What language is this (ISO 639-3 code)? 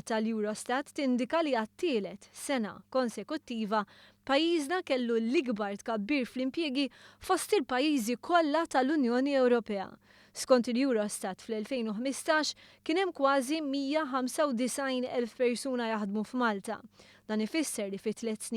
mlt